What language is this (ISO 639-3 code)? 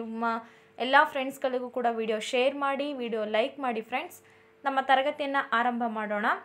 kan